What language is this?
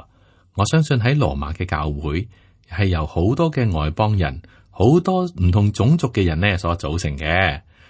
Cantonese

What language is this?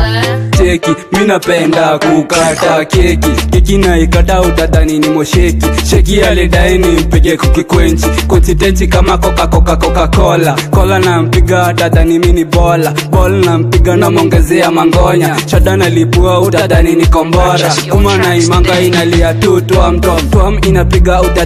Swahili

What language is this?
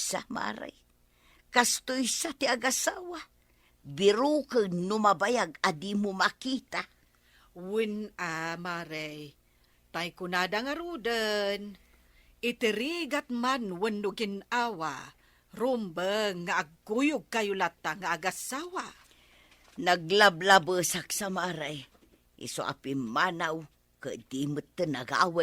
Iloko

